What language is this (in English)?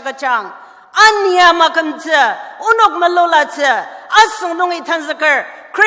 Ao Naga